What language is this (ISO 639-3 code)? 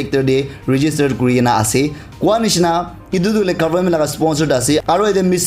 nag